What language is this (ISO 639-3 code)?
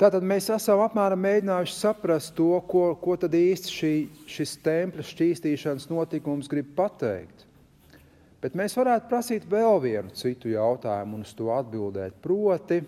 lav